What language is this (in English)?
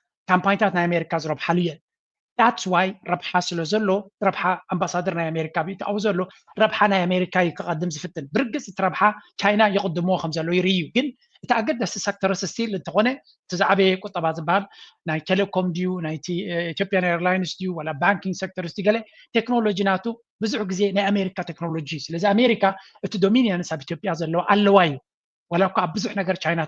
Tigrinya